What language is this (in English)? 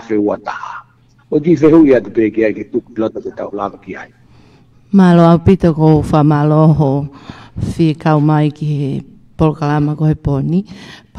Tongan